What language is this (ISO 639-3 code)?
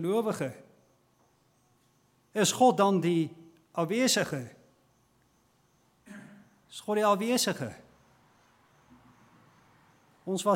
afr